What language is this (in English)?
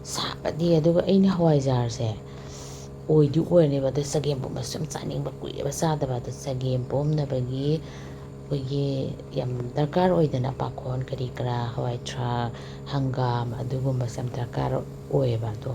Manipuri